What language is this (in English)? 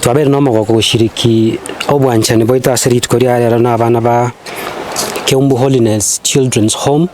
Gusii